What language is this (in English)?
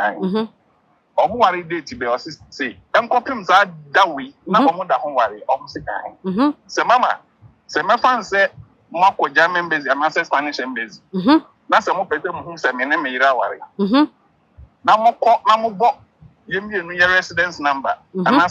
Akan